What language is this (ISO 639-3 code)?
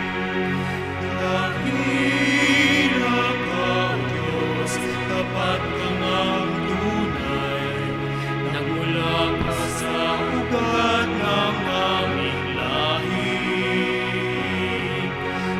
fil